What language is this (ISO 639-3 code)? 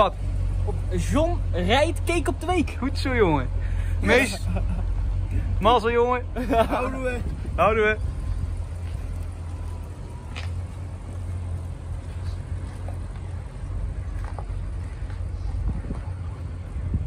nld